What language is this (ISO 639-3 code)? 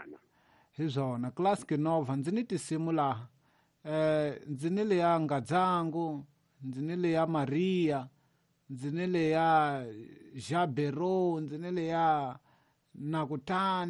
tso